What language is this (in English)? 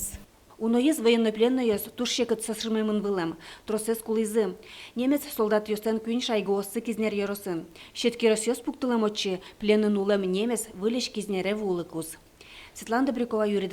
Udmurt